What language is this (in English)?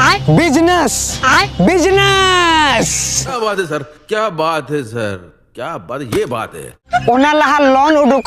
Santali